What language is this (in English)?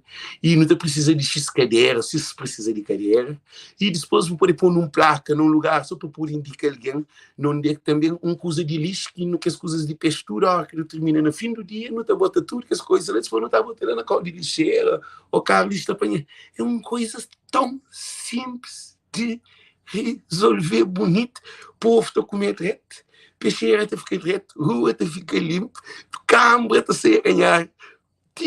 Kabuverdianu